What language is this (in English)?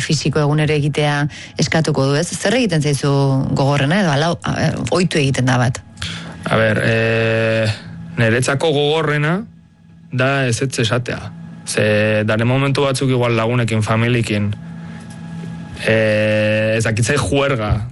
Basque